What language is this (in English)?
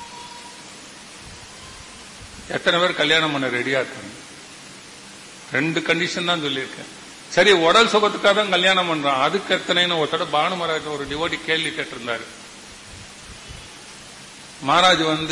Tamil